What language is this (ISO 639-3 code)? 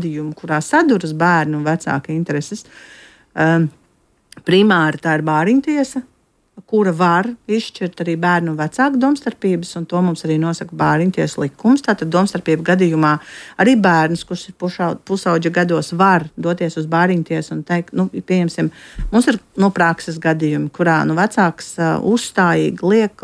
lav